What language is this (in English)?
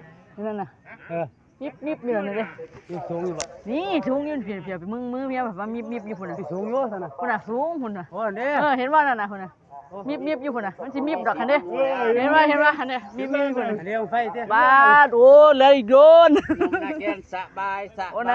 Northeastern Thai